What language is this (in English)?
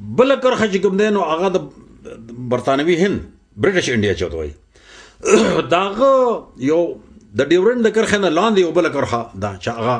Pashto